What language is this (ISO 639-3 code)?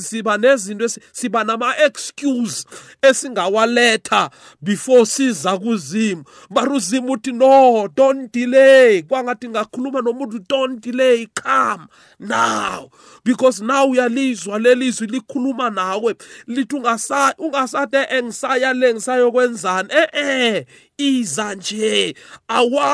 nbl